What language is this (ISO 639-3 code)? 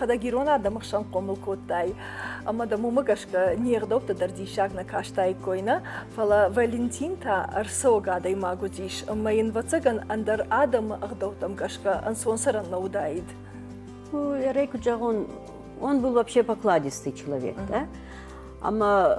oss